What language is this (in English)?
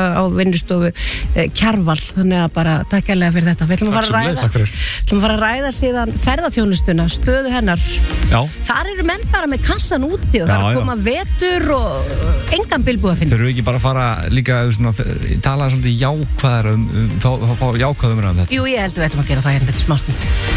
Icelandic